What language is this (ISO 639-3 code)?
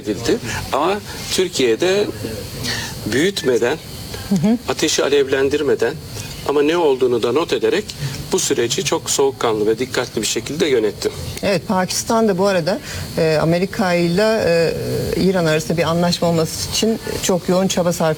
tur